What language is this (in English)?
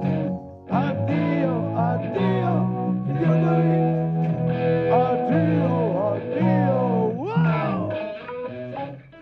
Serbian